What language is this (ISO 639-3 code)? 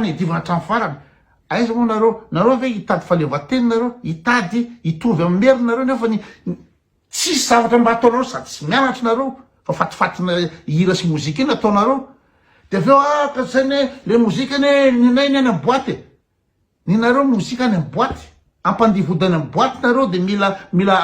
mlg